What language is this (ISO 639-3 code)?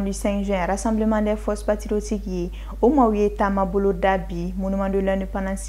bam